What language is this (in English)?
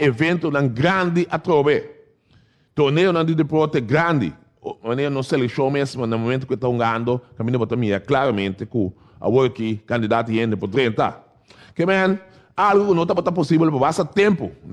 Papiamento